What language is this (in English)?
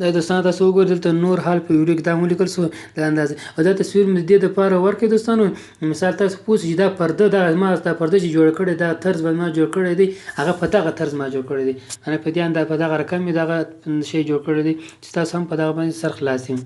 Pashto